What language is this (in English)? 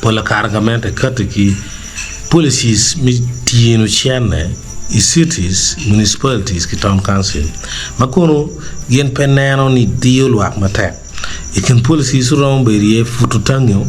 Acoli